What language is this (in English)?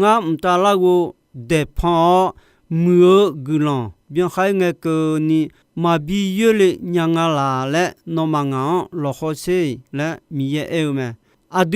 Akha